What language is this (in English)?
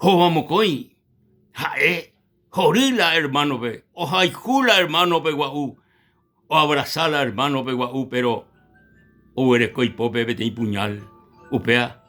Guarani